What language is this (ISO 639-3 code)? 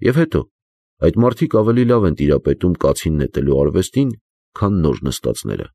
hye